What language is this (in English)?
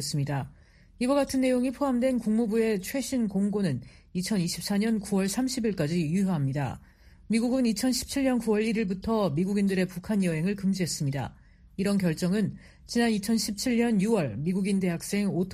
Korean